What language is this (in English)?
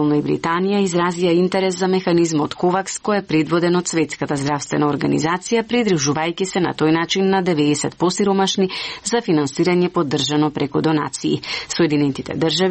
Macedonian